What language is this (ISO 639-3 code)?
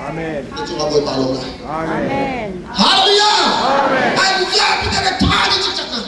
cnh